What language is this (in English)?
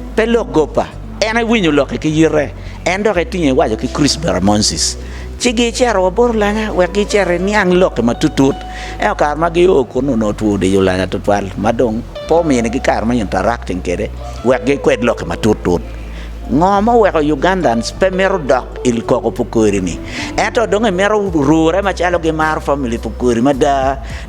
Acoli